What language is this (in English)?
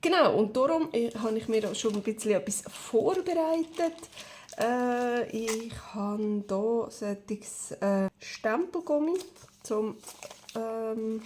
Swiss German